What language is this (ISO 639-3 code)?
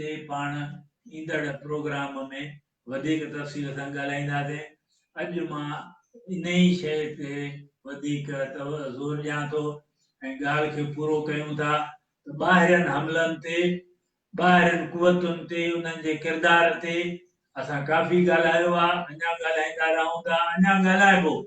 snd